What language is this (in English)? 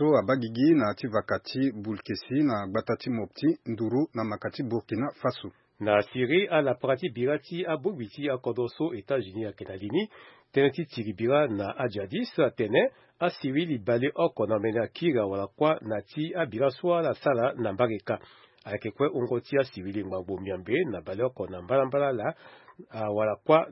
Sango